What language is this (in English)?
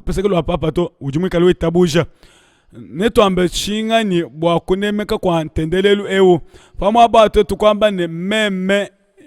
Luba-Lulua